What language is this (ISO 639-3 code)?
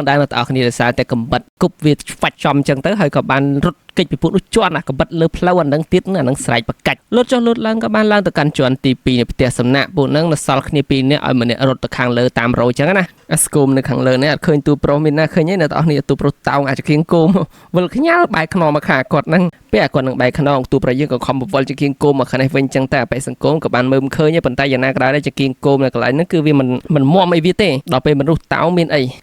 khm